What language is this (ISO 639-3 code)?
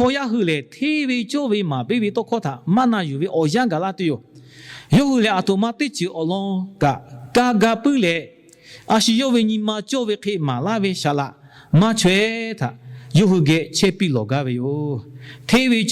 lhu